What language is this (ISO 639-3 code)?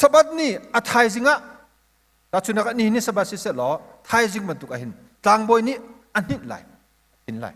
cnh